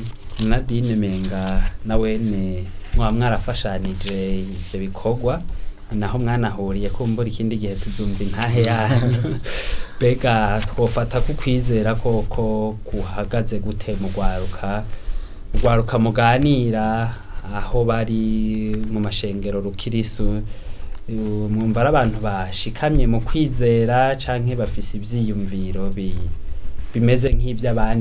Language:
Rundi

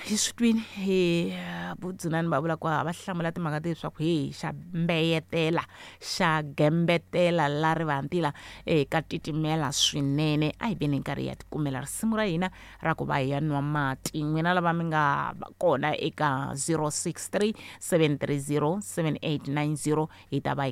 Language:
Tsonga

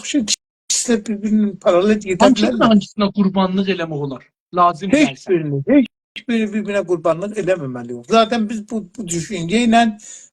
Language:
South Azerbaijani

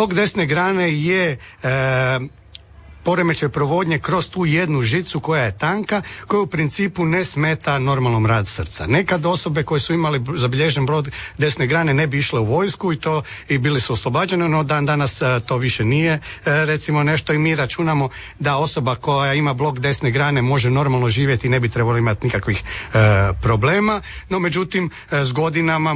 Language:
Croatian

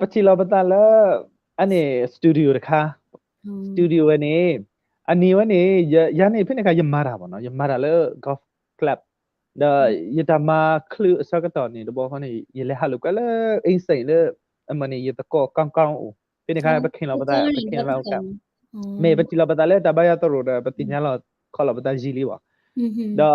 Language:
S'gaw Karen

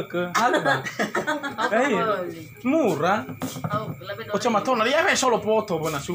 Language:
Nias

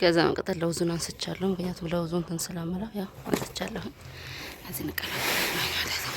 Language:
Amharic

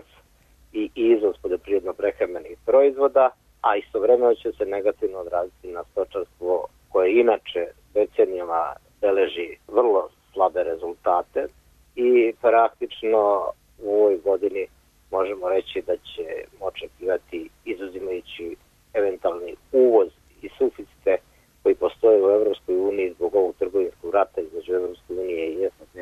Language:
Serbian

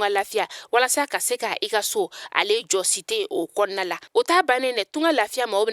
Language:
Bambara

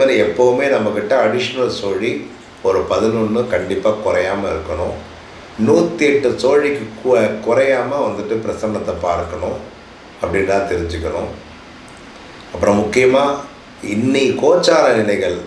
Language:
Tamil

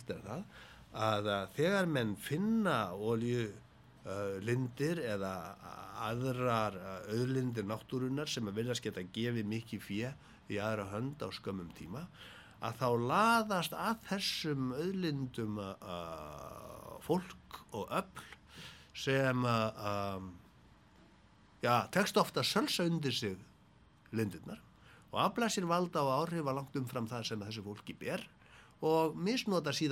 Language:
Icelandic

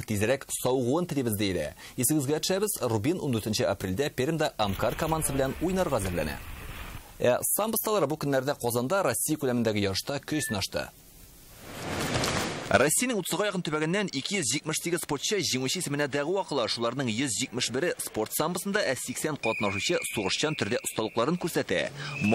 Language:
Tatar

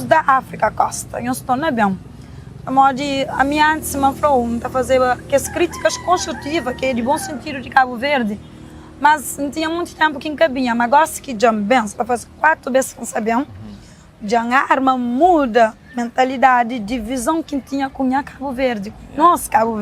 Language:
Kabuverdianu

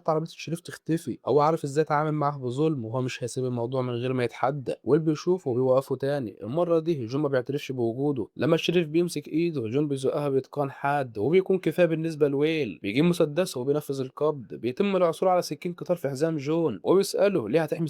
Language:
Egyptian Arabic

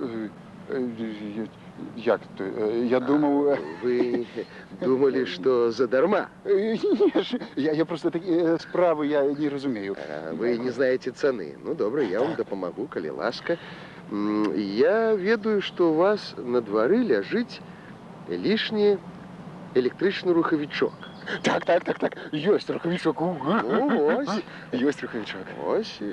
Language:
Belarusian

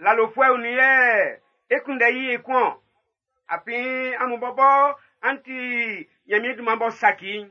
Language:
Baoulé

